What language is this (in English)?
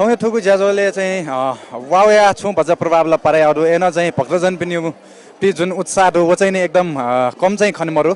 Newari